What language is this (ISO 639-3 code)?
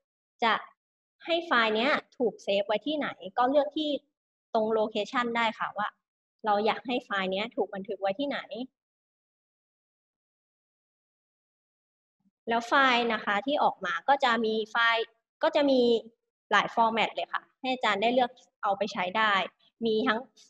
tha